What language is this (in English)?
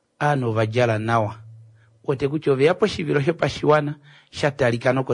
Kuanyama